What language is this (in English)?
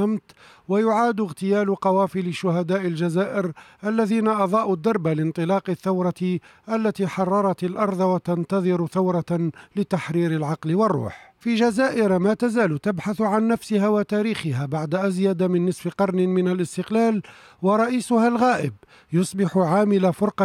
Arabic